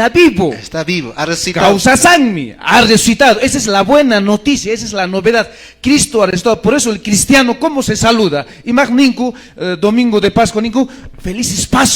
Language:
Quechua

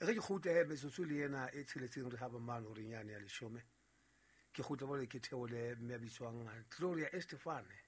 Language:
Southern Sotho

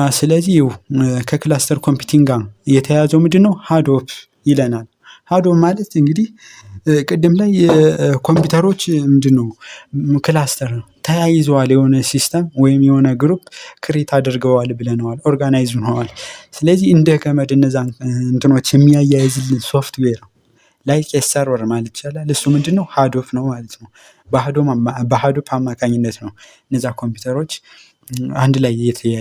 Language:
Amharic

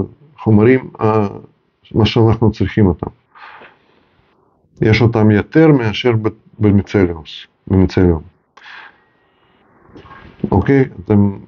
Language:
Hebrew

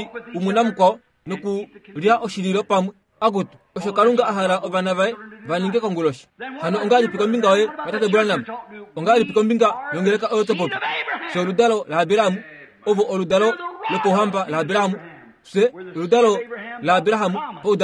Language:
Kuanyama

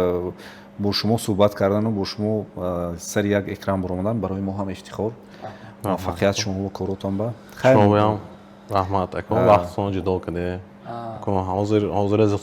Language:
Tajik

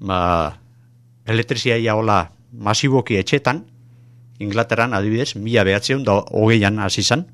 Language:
Basque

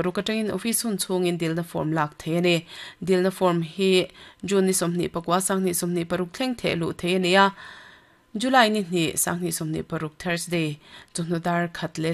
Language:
Mizo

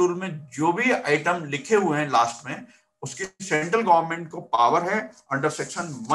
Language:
Hindi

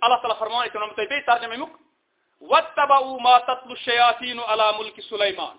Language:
Kashmiri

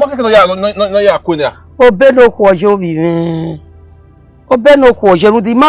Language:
Bini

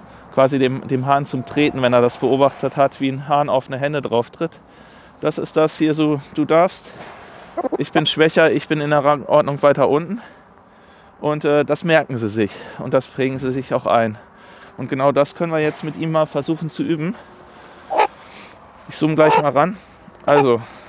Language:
German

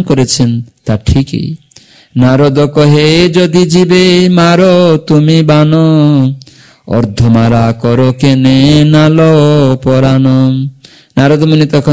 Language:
Bangla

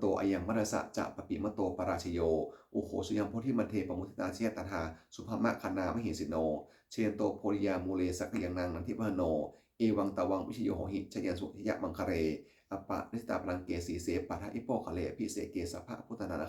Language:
Pali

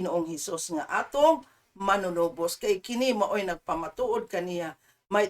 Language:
Cebuano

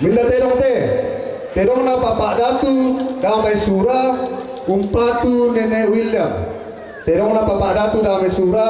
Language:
Toraja-Sa'dan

